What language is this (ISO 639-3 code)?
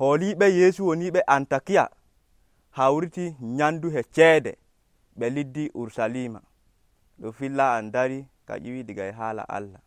fuv